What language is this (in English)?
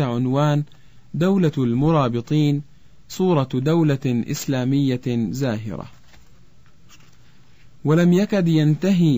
Arabic